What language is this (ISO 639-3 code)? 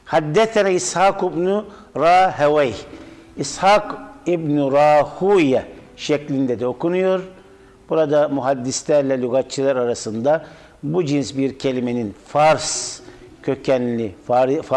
tur